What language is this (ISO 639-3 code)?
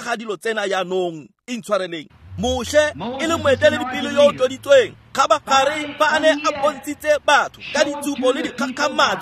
tsn